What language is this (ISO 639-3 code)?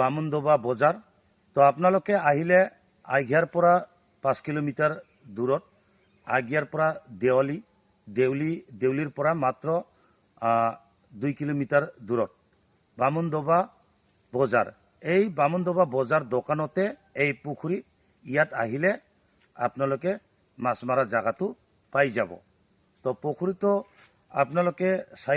asm